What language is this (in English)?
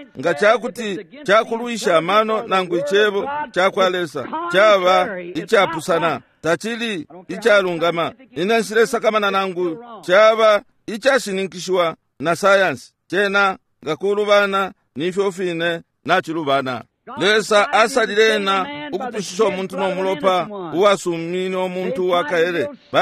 Bemba